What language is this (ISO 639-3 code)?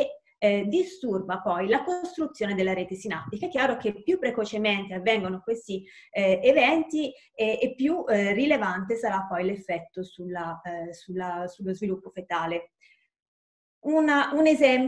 ita